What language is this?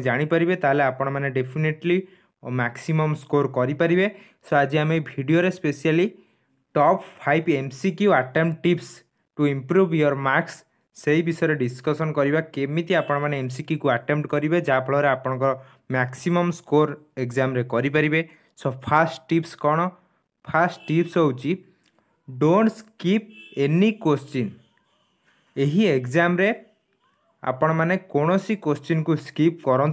Odia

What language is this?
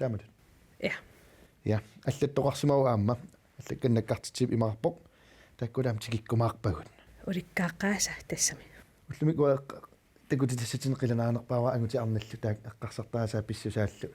Kalaallisut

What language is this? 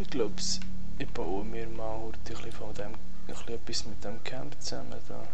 Swiss German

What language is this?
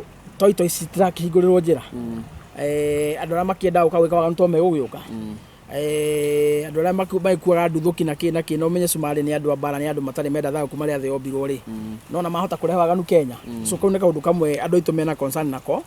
Kikuyu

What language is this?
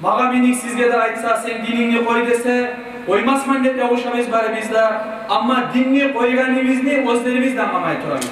Kumyk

